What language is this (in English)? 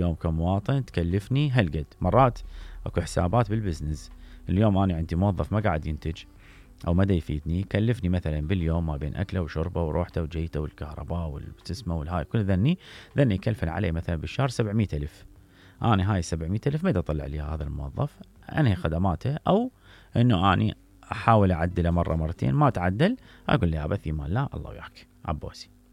Mesopotamian Arabic